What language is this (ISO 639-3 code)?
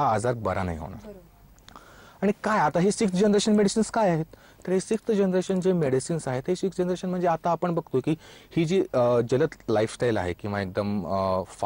mar